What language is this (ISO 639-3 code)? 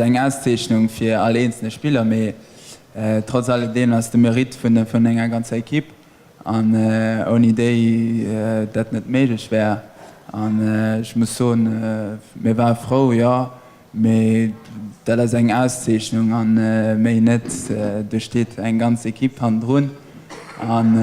ltz